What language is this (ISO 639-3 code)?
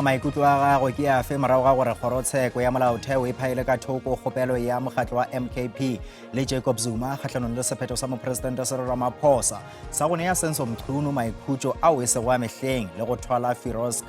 nso